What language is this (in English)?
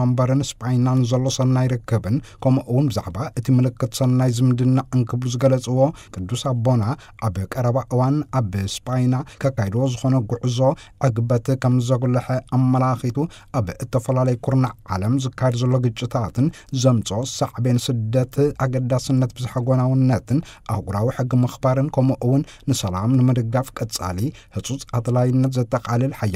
Tigrinya